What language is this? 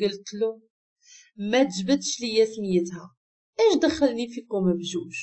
Moroccan Arabic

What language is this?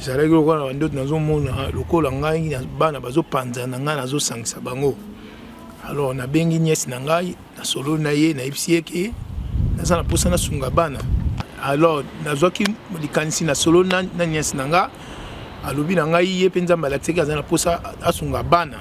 Lingala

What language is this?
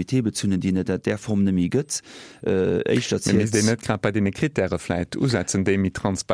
Luxembourgish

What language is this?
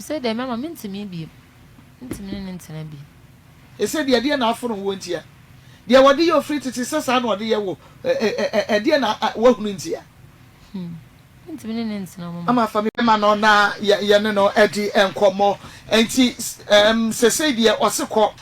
Akan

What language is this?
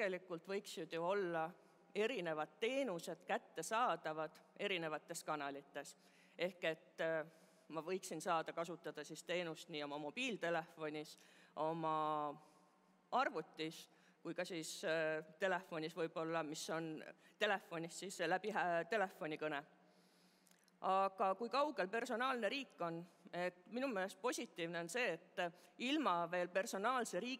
Estonian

